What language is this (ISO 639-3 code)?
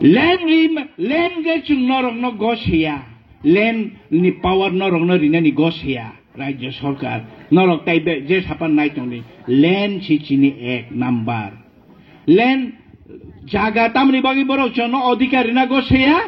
trp